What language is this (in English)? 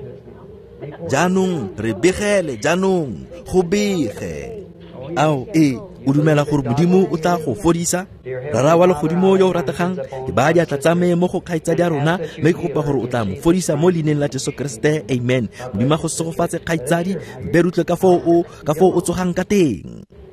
Tswana